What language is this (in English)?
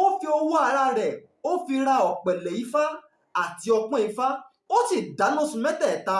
Yoruba